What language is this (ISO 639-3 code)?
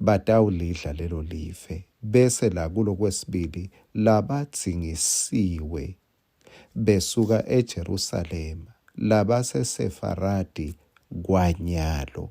ssw